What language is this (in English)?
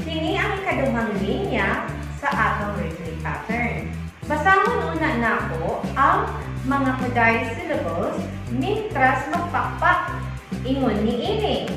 Cebuano